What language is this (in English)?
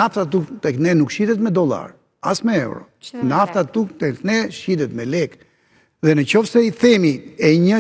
Albanian